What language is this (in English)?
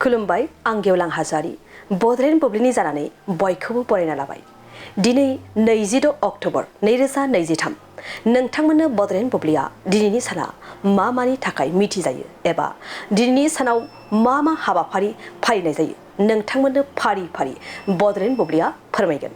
Bodo